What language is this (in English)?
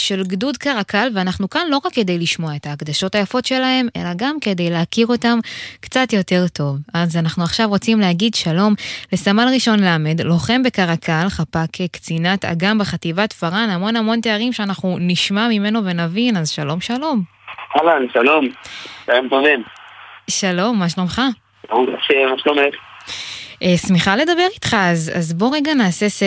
Hebrew